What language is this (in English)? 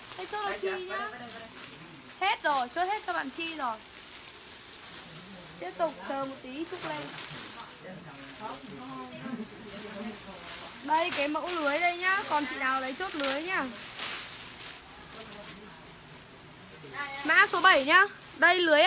Vietnamese